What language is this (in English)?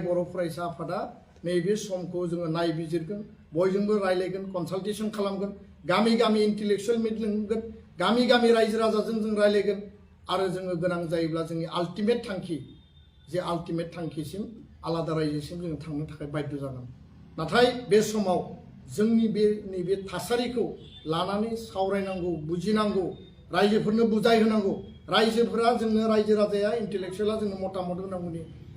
Bodo